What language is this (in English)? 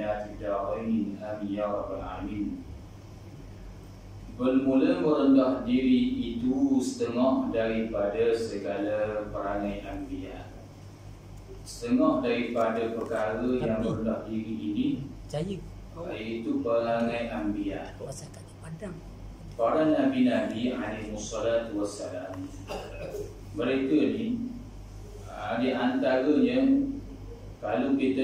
Malay